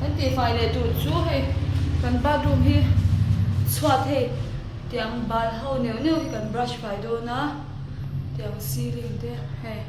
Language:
Mizo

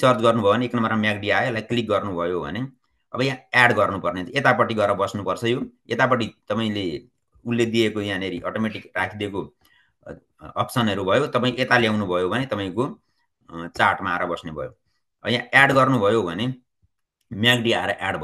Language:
Nepali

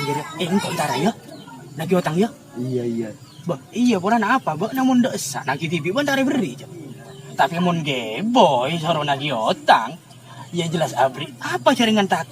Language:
Madurese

